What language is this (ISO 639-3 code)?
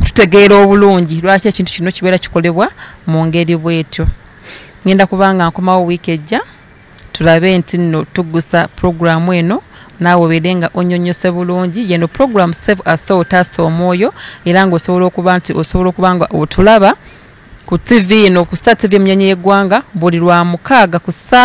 lug